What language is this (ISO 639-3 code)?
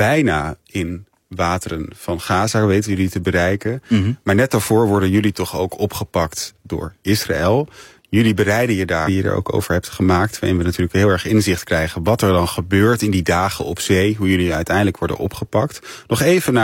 nld